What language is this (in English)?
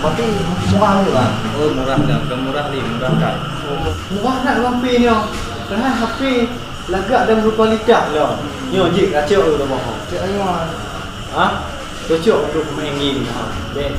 Achinese